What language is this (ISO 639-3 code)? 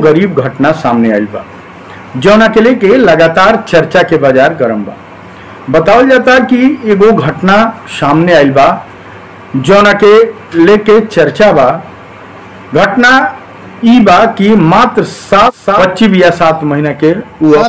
bho